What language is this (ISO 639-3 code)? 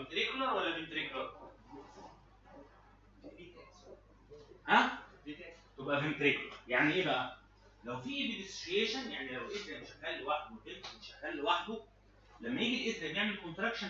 arz